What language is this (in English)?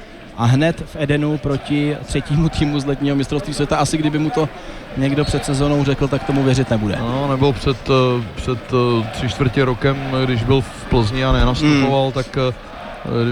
Czech